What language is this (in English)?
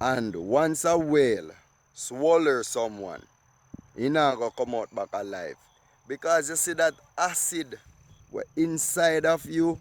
Jamaican Creole English